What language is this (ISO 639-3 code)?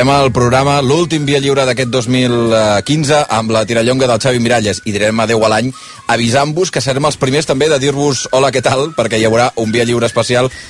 cat